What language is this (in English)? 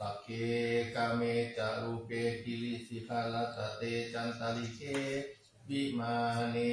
Pali